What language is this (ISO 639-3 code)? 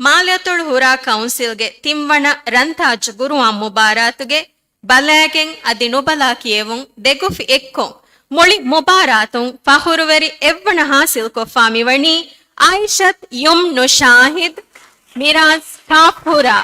div